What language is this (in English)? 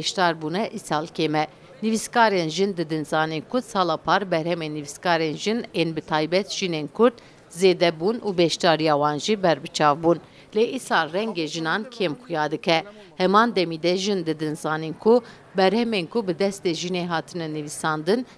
Kurdish